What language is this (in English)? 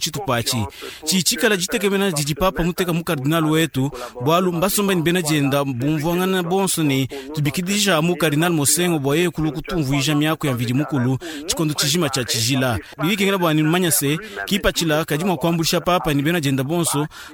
Luba-Lulua